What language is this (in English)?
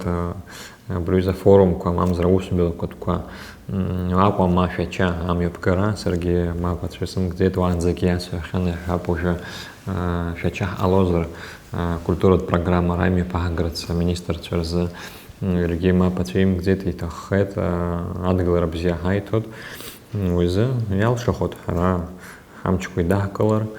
Abkhazian